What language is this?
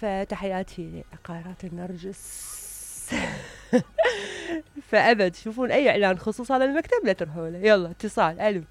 Mesopotamian Arabic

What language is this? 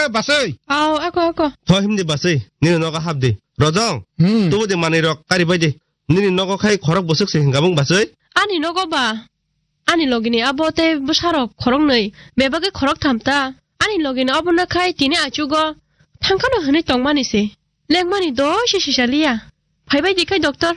Kok Borok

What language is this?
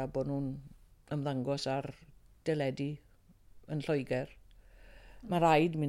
Welsh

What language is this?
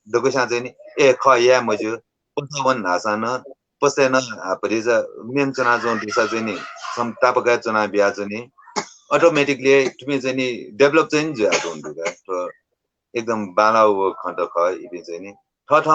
Newari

